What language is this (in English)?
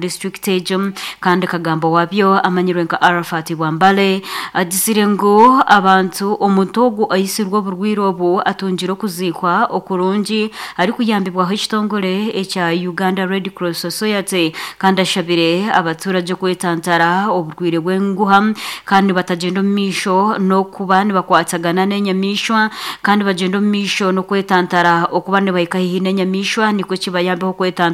Nyankole